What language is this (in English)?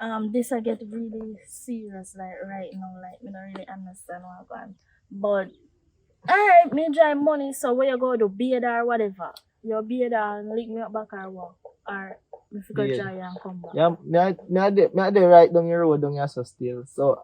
Jamaican Creole English